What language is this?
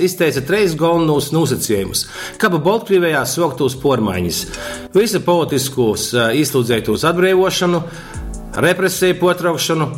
Latgalian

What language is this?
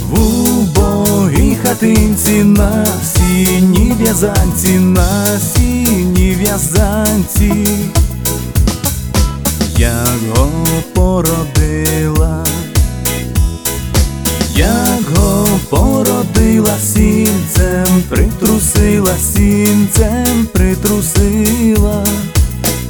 Ukrainian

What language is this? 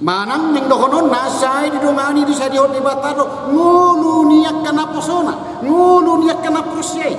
Batak Toba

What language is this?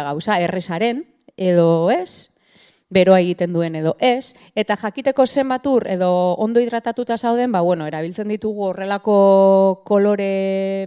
Basque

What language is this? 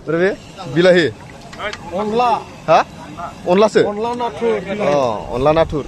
Bodo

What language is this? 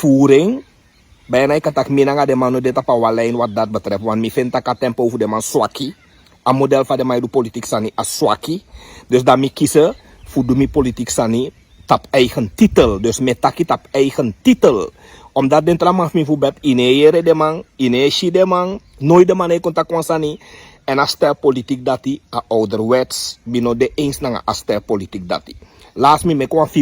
Sranan Tongo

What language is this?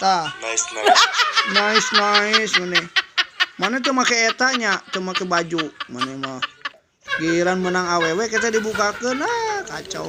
Sundanese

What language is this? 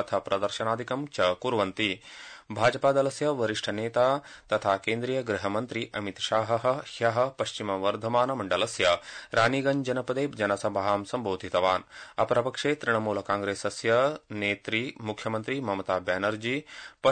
Sanskrit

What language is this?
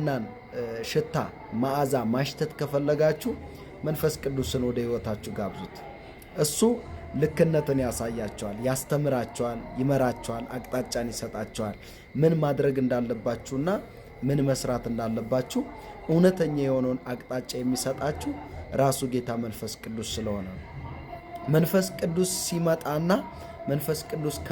Amharic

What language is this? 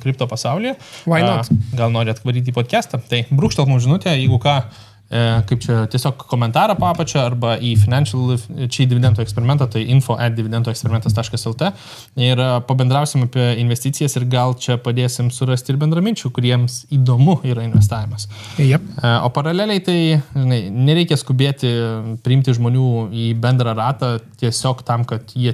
Lithuanian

